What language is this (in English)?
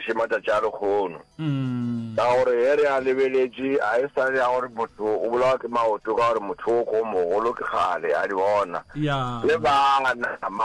Northern Sotho